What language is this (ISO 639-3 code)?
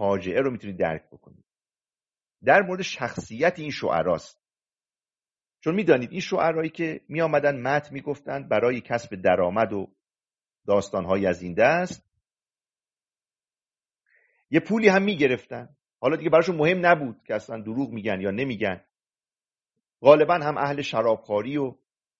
fas